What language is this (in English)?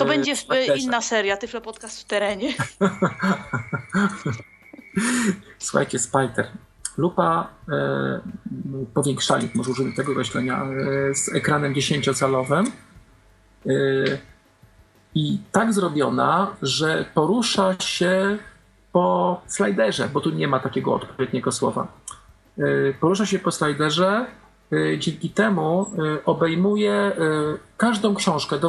Polish